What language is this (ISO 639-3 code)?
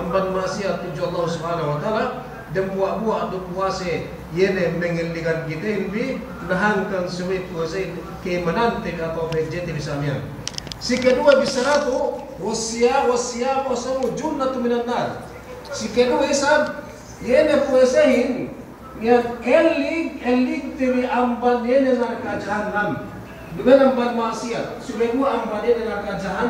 yka